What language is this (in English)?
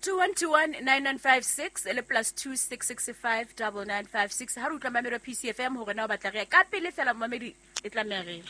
Southern Sotho